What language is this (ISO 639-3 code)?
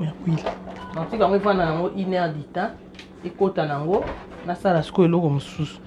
lin